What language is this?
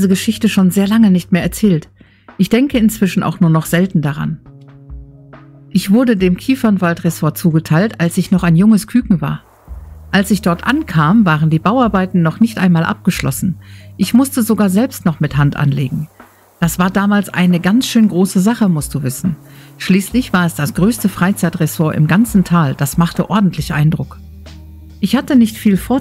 German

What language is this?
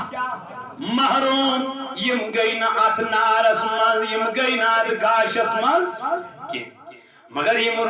Kashmiri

